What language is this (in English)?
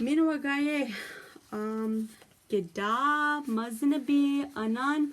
Chippewa